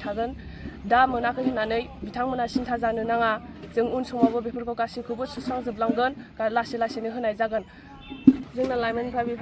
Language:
Bodo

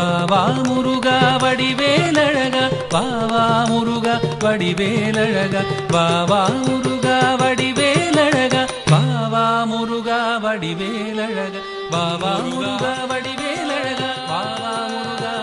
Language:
Tamil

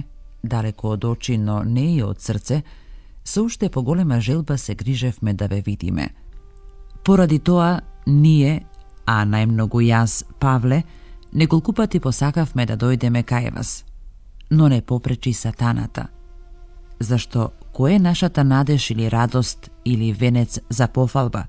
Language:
Macedonian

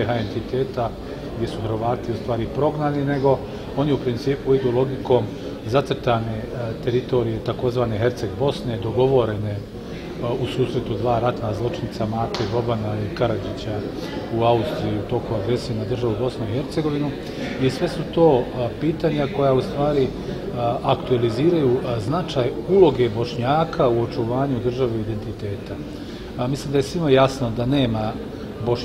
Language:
Bosnian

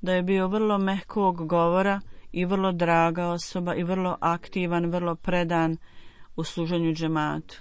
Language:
Bosnian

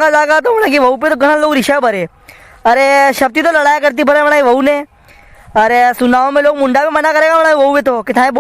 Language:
Rajasthani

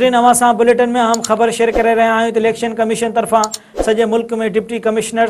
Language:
Sindhi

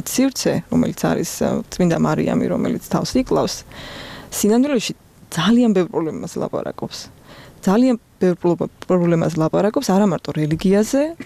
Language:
Georgian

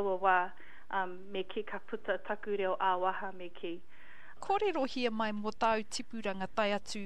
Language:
Māori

